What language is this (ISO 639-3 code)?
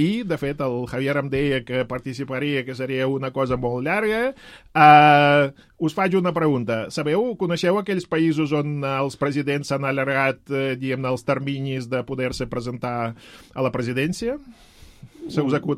cat